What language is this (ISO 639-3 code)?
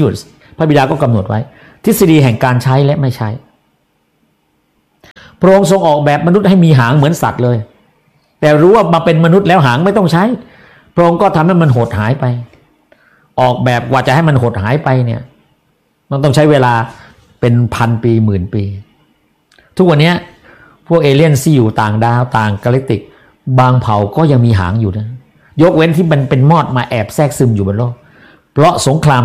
tha